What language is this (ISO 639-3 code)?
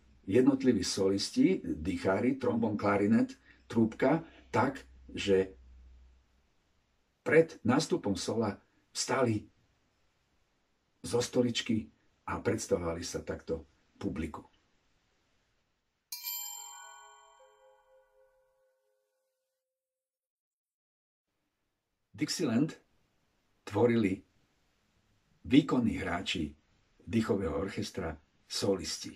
slk